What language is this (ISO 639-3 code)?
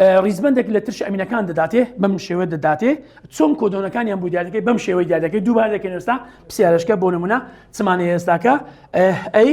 ckb